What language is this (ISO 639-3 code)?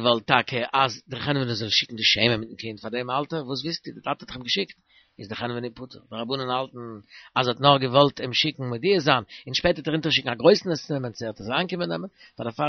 yid